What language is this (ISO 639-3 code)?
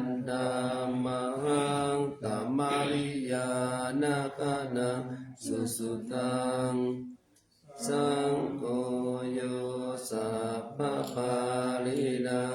pli